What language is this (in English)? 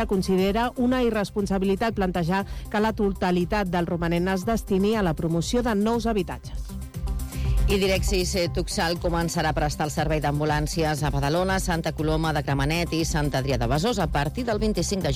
Catalan